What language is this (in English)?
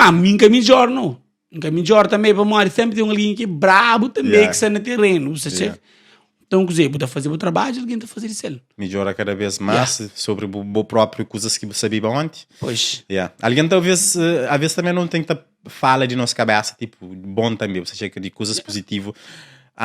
Kabuverdianu